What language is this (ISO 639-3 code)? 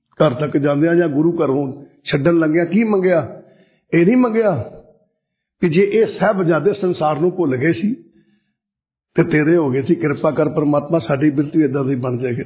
pan